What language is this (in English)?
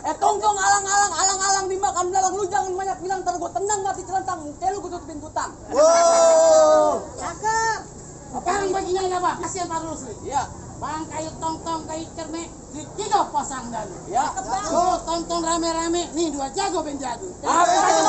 Betawi